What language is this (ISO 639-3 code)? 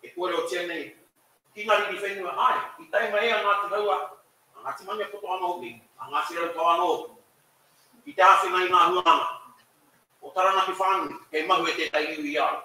mri